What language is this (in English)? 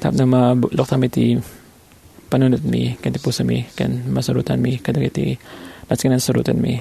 Iloko